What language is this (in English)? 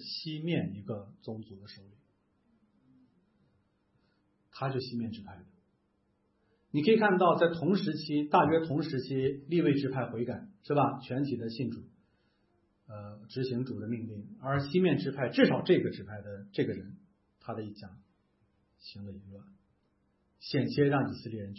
Chinese